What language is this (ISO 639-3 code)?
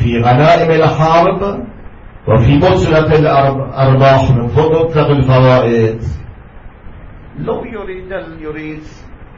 ara